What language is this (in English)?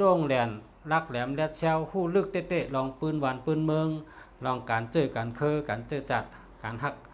Shan